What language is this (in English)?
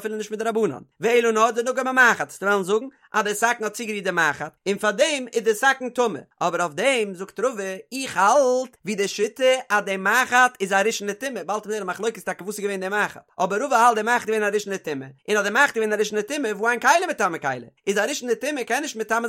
Yiddish